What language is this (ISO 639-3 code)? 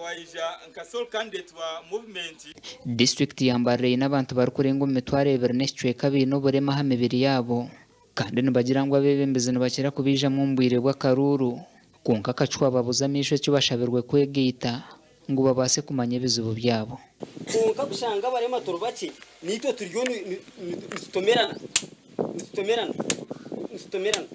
nyn